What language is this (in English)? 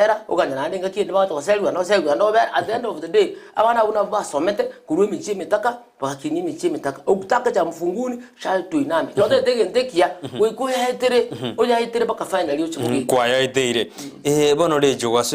Gusii